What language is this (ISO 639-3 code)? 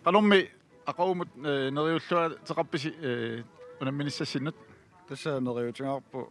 kal